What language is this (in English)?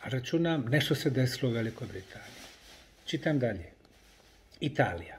Bosnian